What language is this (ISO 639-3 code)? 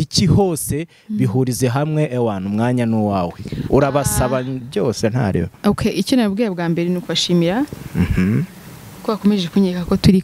kin